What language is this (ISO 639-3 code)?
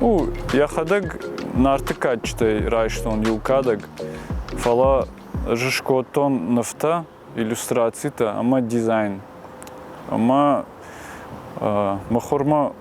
oss